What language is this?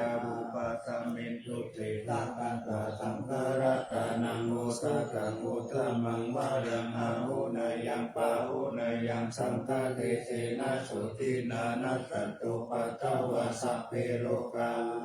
Pali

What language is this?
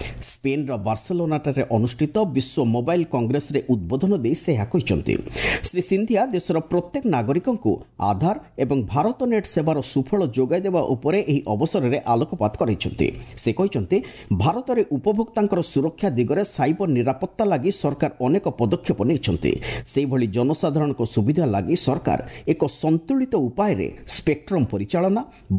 Odia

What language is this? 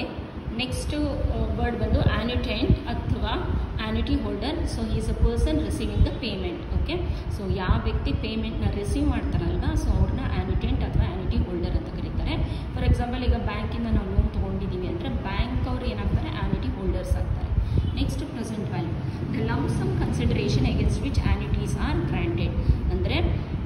Kannada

